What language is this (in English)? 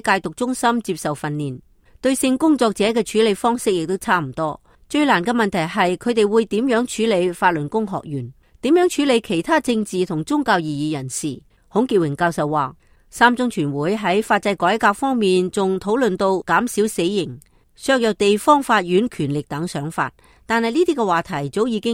Cantonese